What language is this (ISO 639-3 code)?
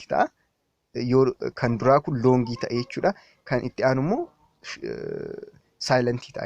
orm